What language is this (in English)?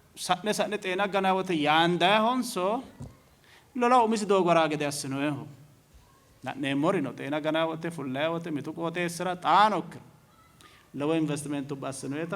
Sidamo